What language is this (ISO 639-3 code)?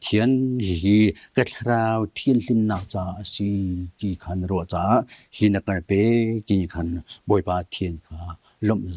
cnh